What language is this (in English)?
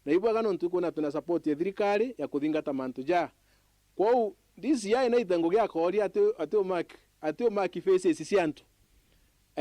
Meru